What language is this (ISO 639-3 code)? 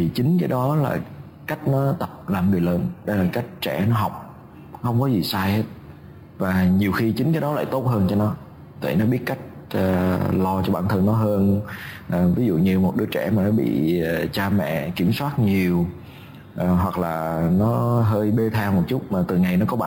vie